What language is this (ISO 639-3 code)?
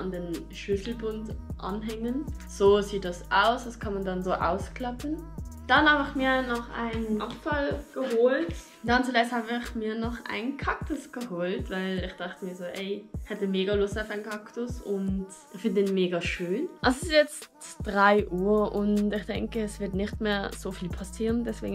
gsw